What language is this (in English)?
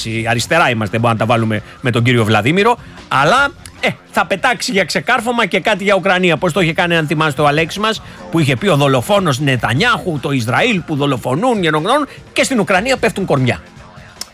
Greek